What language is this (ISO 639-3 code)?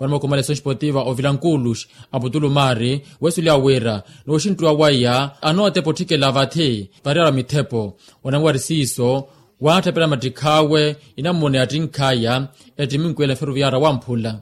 vmw